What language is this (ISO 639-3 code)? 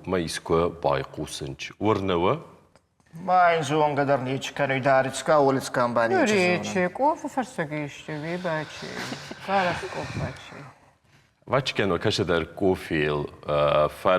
oss